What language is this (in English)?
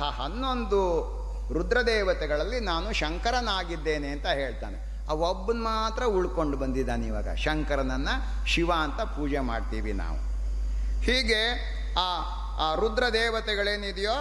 Kannada